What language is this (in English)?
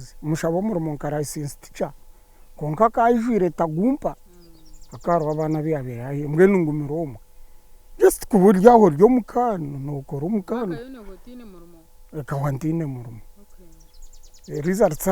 Nyankole